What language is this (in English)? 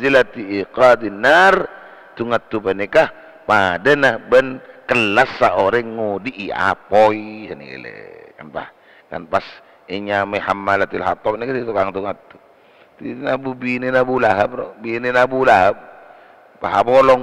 Madurese